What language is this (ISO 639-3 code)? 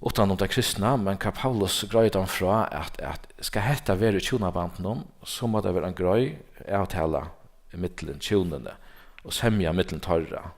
fao